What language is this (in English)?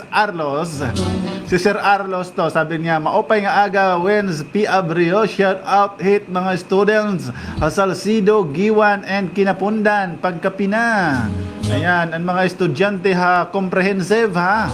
Waray